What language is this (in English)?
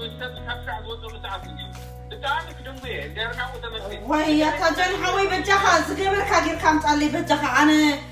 Tigrinya